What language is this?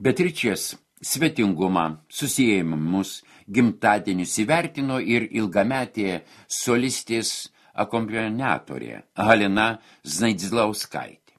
Lithuanian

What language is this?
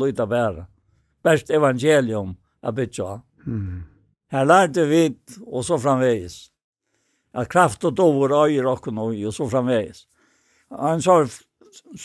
Faroese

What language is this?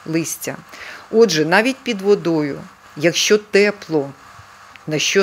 Ukrainian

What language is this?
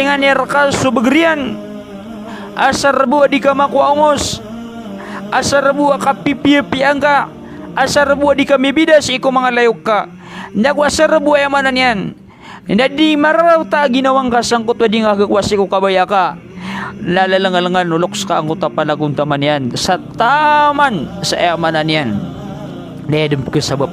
Maranao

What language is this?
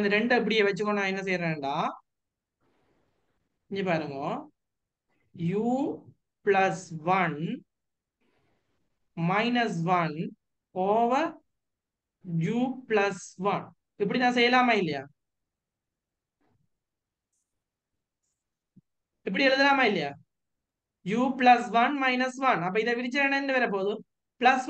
Tamil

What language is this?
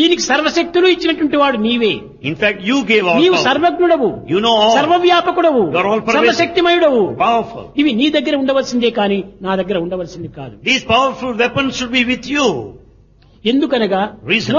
Telugu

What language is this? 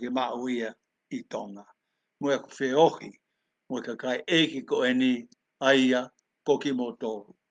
Tongan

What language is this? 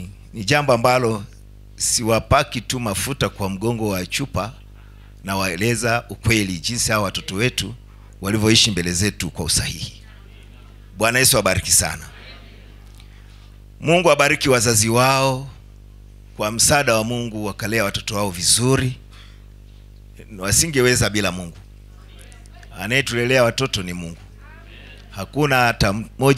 Swahili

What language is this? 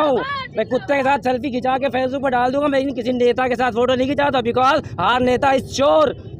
Hindi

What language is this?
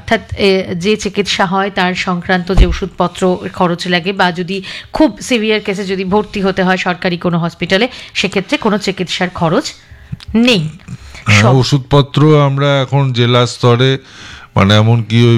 Bangla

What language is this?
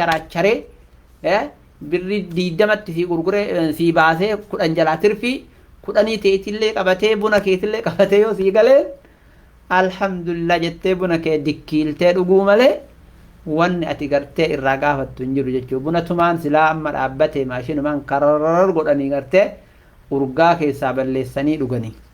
Oromo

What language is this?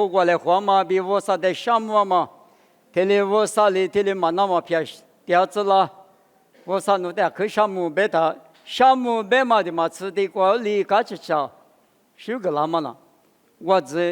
Lisu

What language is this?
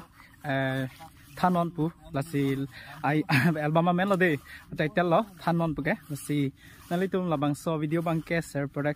Karbi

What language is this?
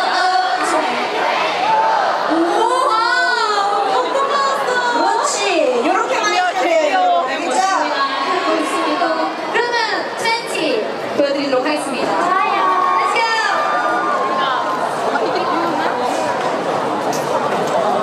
Korean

